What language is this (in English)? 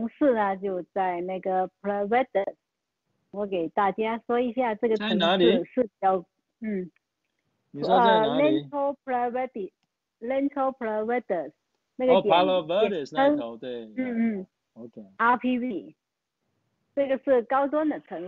Chinese